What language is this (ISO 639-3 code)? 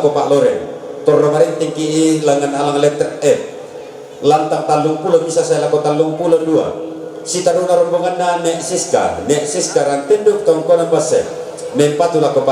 sda